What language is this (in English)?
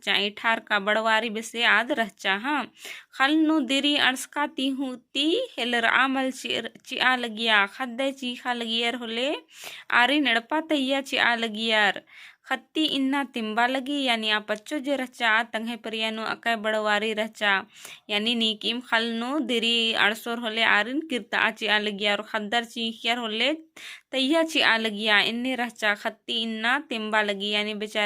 Kurukh